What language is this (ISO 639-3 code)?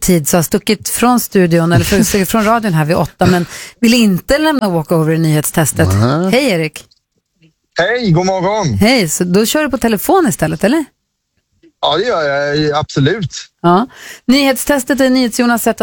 swe